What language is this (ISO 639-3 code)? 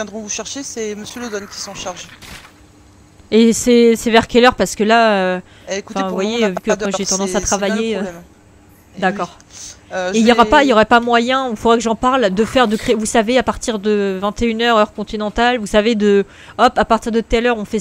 fra